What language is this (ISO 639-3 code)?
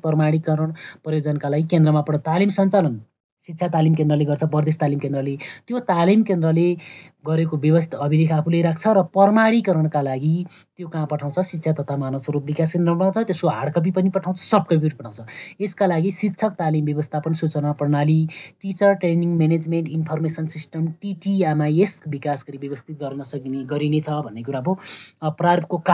nep